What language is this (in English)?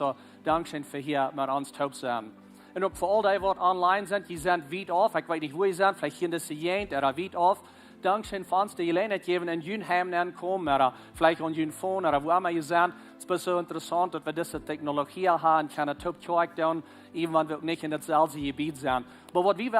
Plautdietsch